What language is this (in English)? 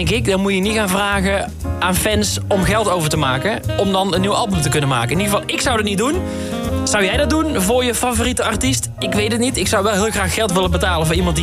Dutch